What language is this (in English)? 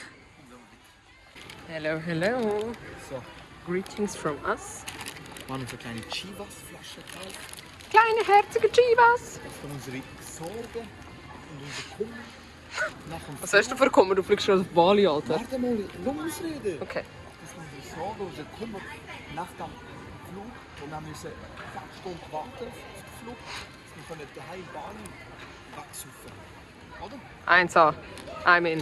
Swiss German